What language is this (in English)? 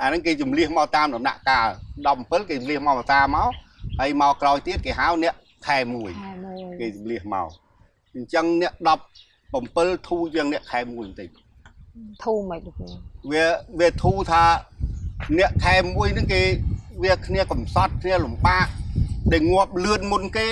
Khmer